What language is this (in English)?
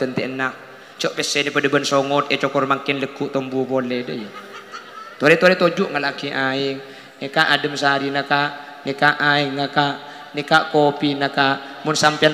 Madurese